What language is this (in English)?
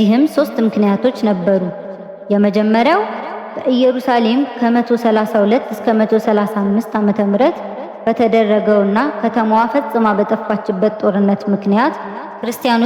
Amharic